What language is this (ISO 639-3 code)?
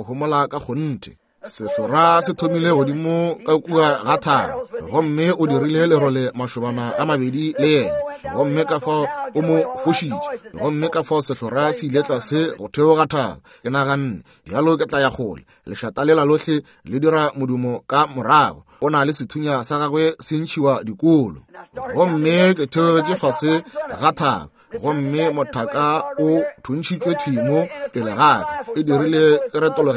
nso